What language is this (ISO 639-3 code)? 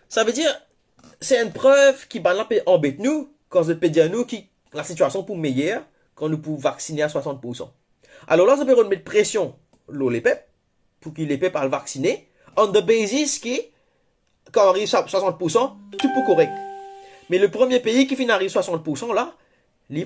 mfe